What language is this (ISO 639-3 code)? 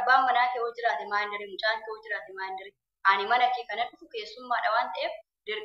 orm